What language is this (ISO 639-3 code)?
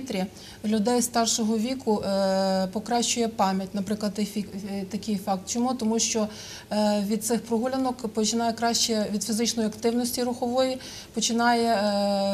ukr